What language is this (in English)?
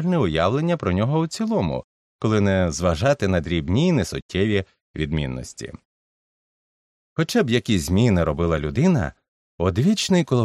Ukrainian